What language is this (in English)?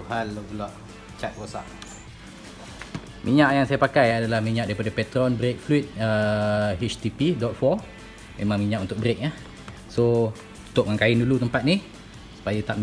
Malay